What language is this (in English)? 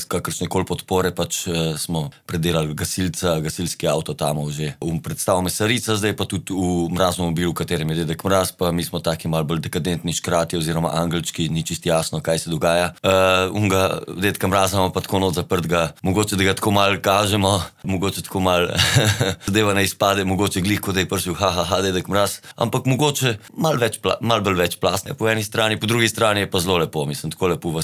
Slovenian